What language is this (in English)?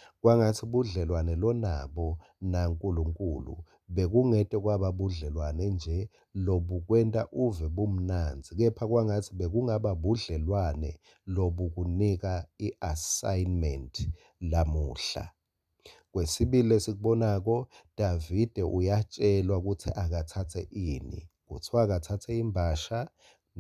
Swati